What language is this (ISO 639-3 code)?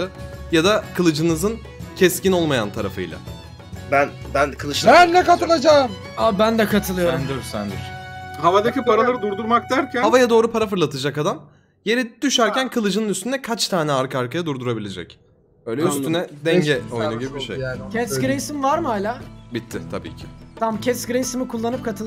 tur